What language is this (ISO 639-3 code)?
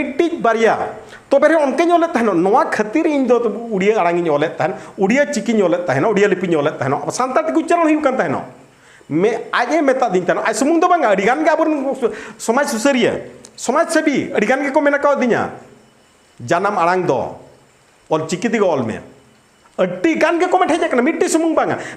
sat